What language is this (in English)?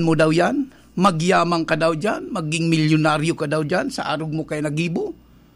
Bikol